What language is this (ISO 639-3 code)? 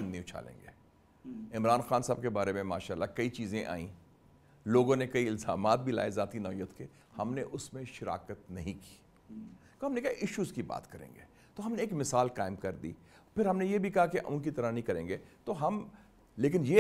urd